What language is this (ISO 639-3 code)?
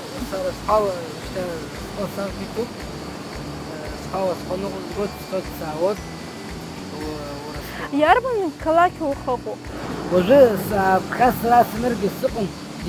abk